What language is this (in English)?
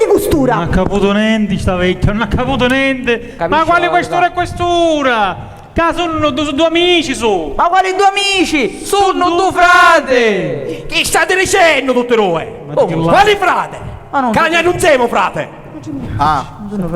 Sicilian